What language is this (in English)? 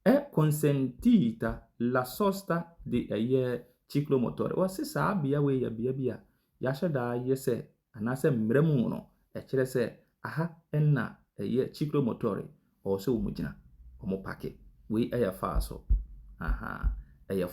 Akan